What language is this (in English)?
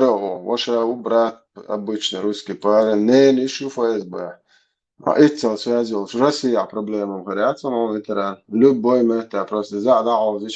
Chechen